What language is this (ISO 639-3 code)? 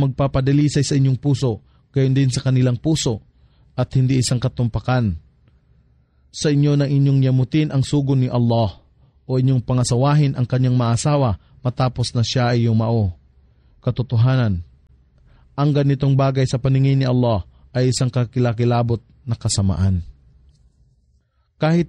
fil